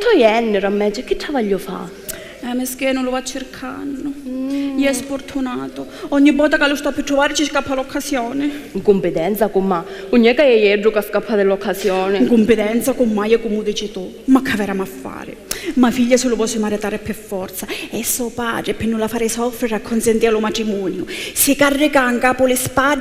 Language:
Sicilian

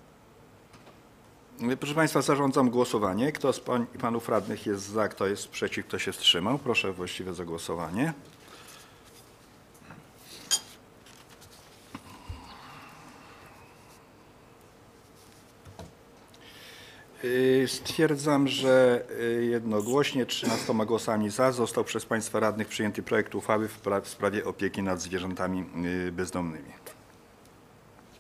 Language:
Polish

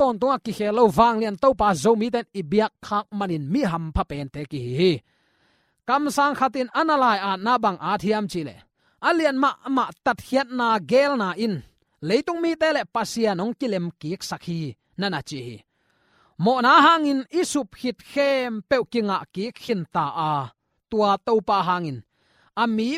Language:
Tedim Chin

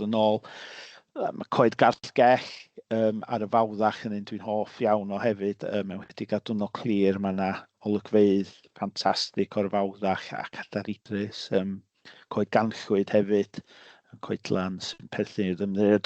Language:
Welsh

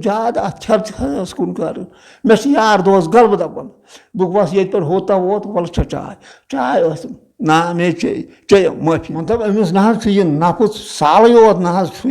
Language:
Kashmiri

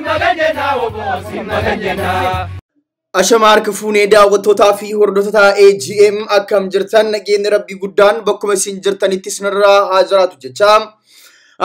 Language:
Oromo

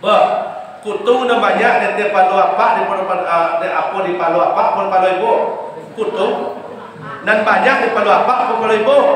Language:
Minangkabau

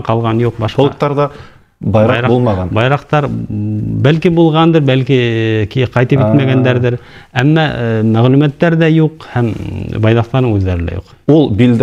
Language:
Bashkir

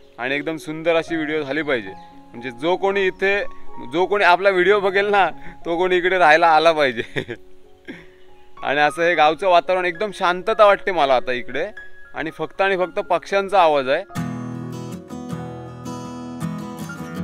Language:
Marathi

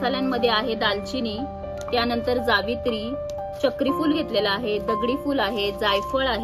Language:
Marathi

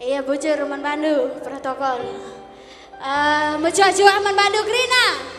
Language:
Batak Karo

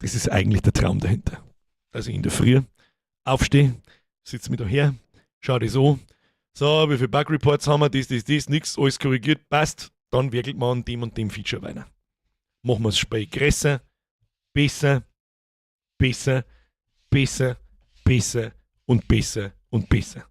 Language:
Bavarian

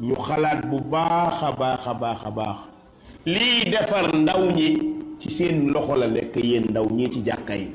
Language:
Wolof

